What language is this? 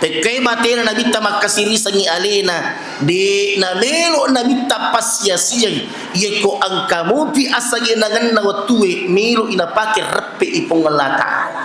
Buginese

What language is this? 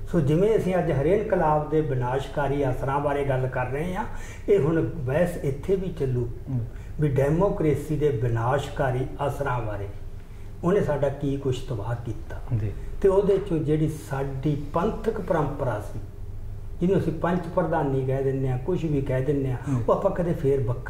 Punjabi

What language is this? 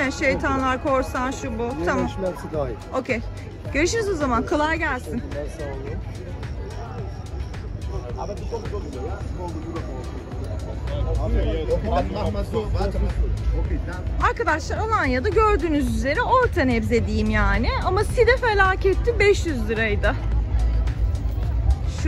Turkish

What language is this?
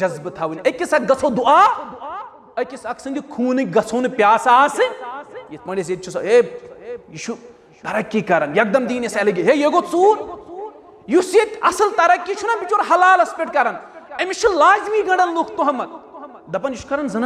Kashmiri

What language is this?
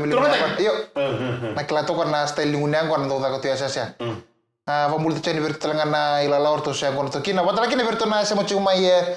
Fijian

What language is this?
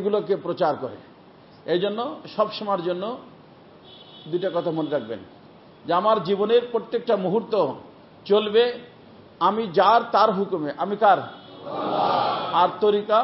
Bangla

